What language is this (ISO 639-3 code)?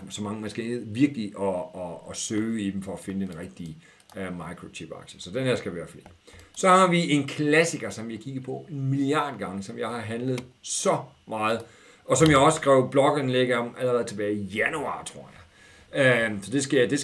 dan